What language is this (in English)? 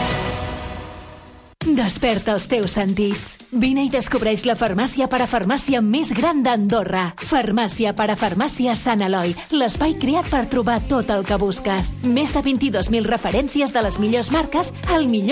Catalan